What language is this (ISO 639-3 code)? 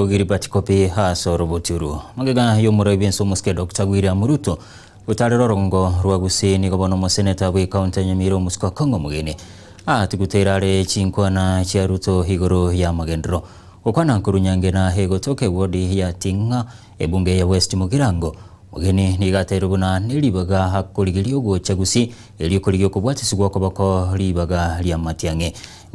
guz